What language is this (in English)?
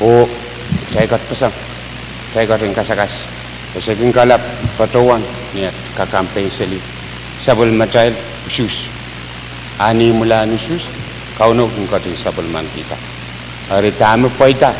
Pohnpeian